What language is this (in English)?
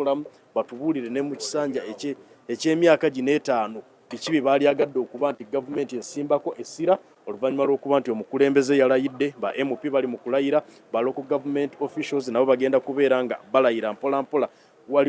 Ganda